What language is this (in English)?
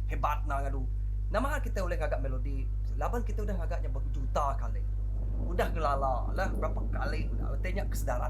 Iban